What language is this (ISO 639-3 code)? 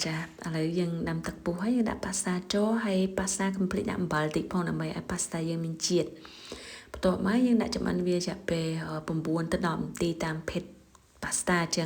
khm